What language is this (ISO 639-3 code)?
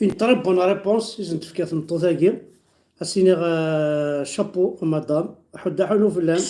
kab